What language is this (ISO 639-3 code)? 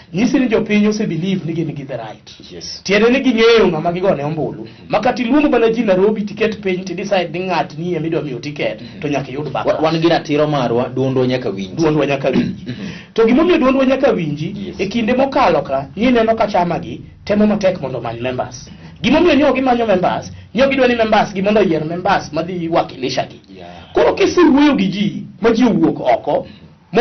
luo